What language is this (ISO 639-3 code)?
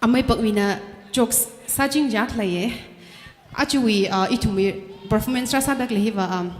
nmf